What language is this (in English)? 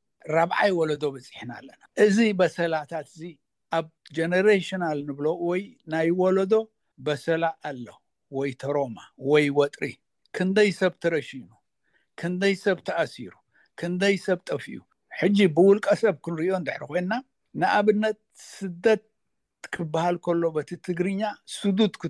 Tigrinya